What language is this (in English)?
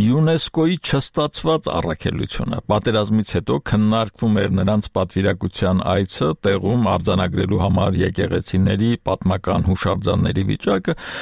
Armenian